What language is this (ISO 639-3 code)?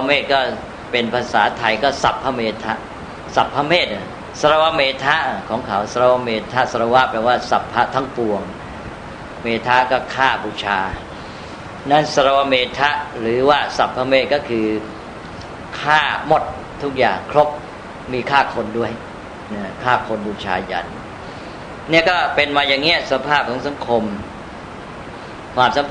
tha